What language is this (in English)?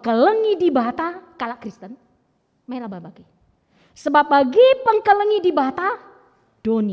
Batak Karo